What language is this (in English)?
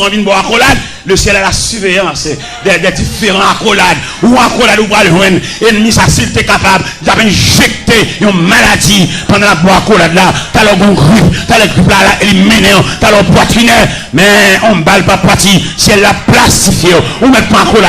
Haitian Creole